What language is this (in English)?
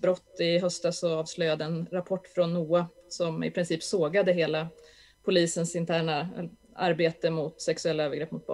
Swedish